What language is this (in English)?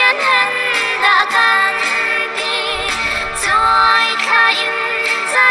Hakha Chin